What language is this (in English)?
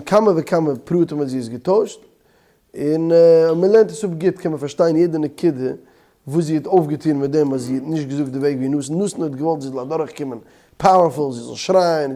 Yiddish